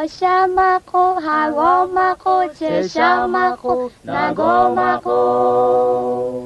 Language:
Lahu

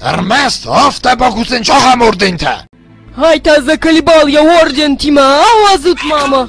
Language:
Ossetic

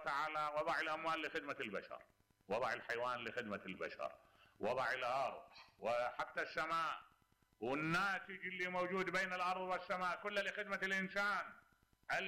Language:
Mesopotamian Arabic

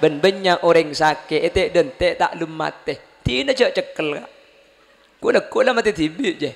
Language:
Madurese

